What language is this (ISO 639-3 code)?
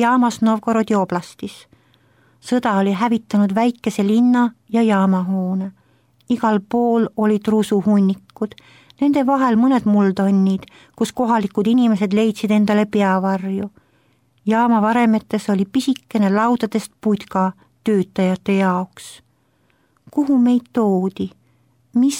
est